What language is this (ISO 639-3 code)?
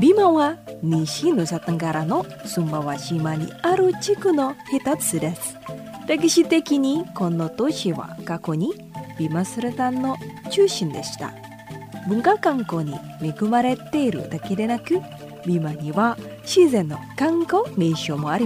jpn